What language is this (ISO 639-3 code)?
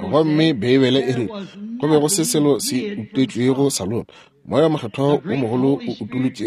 nso